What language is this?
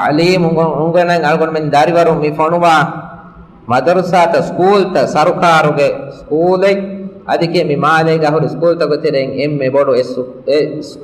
Divehi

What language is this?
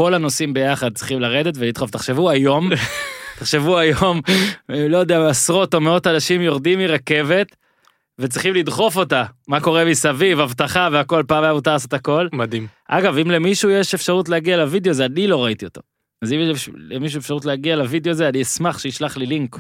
Hebrew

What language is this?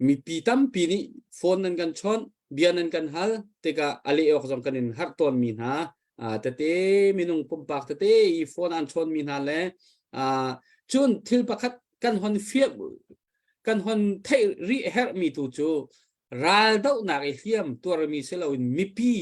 Hakha Chin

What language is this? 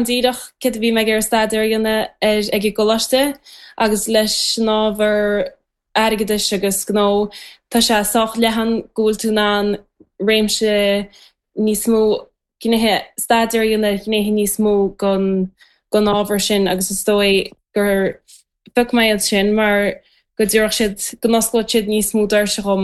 Irish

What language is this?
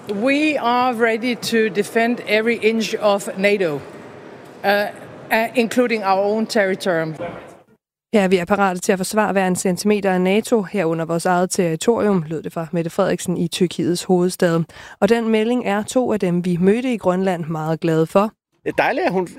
Danish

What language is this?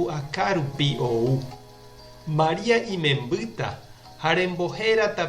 Guarani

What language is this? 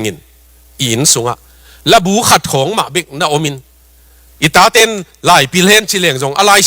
Tedim Chin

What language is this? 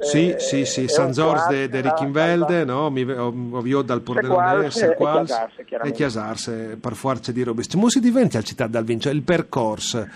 Friulian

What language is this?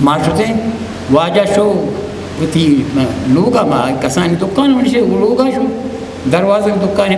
Eastern Balochi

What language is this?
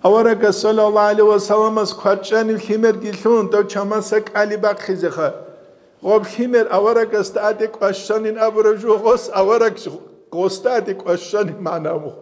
Avaric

